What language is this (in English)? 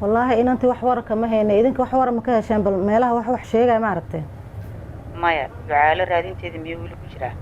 Somali